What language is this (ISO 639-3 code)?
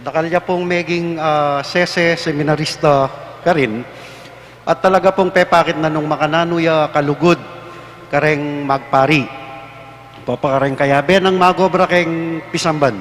pam